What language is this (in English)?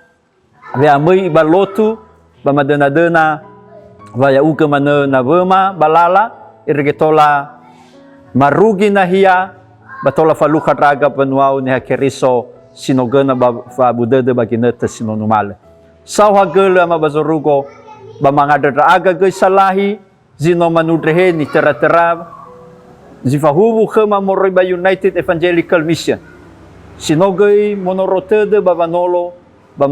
Nias